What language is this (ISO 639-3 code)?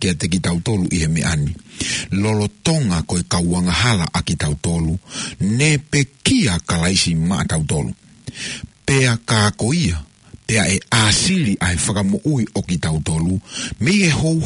ton